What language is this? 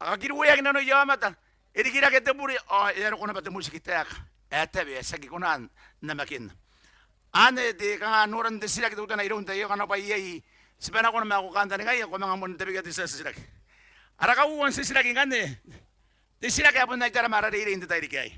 Gilbertese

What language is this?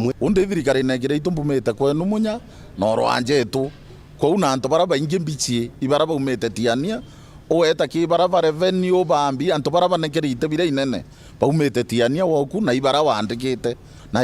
Meru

